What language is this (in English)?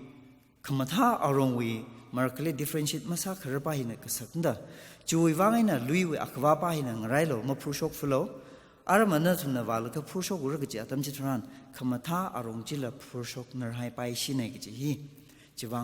Tangkhul Naga (India)